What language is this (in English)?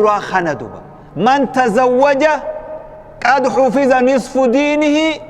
Oromo